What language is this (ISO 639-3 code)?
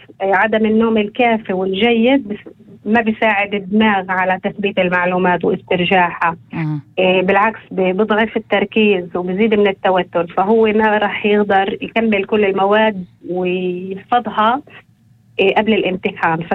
apc